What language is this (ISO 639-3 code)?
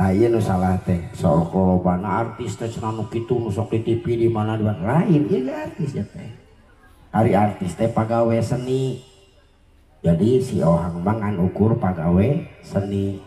sun